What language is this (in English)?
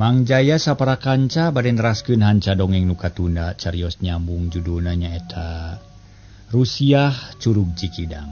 Sundanese